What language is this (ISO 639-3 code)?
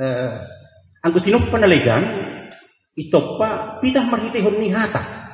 bts